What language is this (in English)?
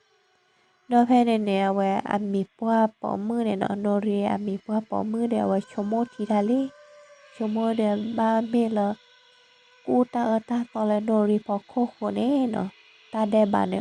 S'gaw Karen